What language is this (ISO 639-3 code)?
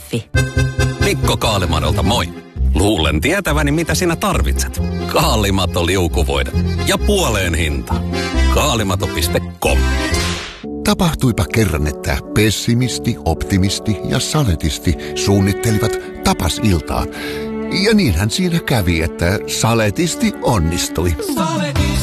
fin